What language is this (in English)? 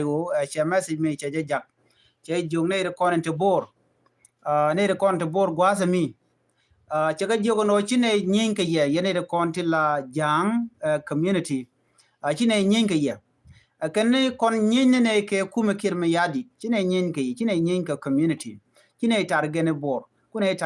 Nuer